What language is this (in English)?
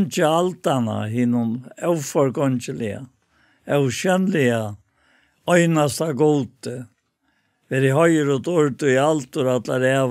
Faroese